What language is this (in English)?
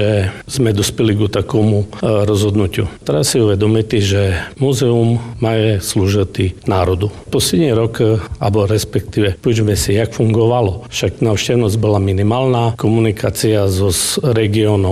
Slovak